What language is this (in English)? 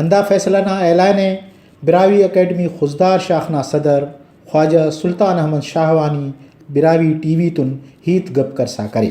Brahui